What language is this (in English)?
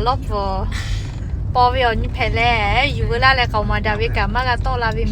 Lahu